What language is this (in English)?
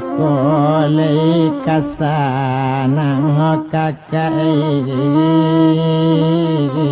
Minangkabau